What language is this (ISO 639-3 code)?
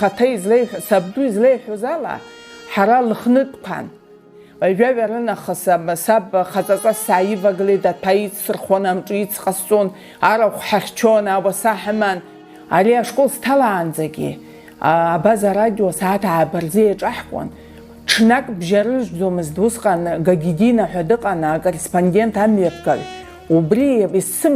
abk